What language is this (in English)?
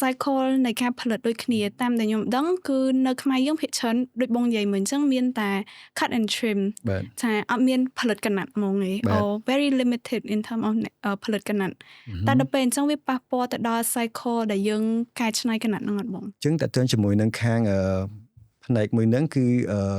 Khmer